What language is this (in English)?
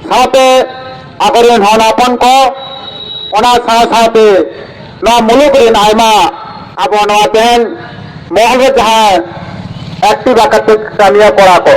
Santali